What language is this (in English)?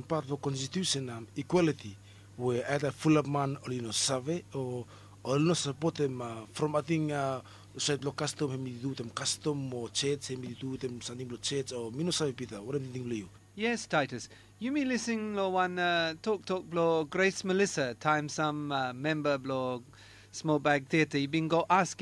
Bislama